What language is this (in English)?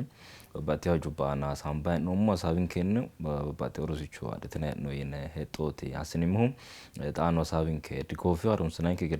Sidamo